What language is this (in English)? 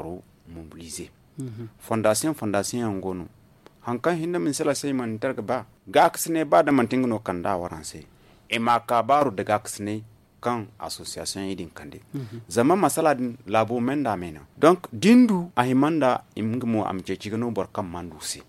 Zarma